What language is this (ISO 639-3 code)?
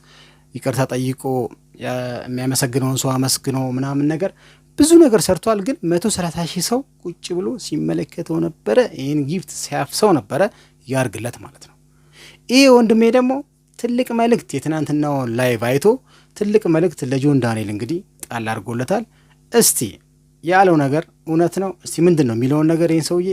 amh